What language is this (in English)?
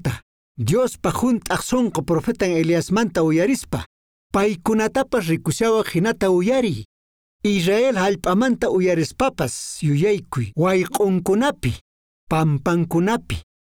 Quechua